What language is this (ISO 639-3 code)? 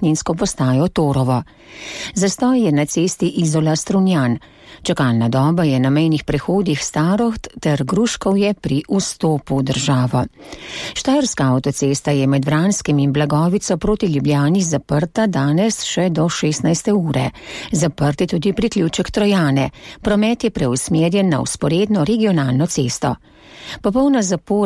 slv